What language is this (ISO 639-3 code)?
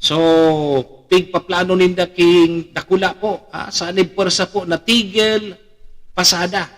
bik